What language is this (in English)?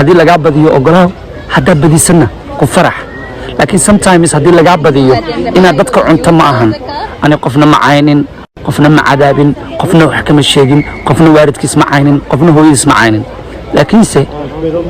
Somali